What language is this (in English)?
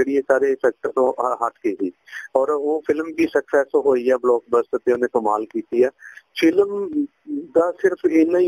Punjabi